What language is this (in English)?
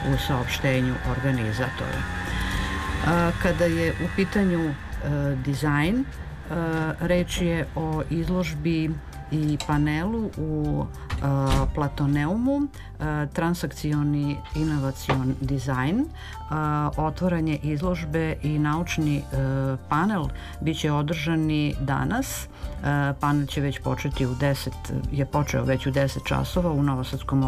Serbian